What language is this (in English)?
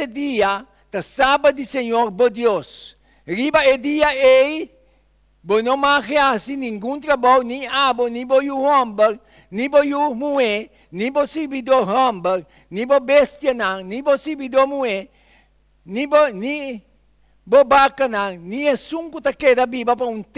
Papiamento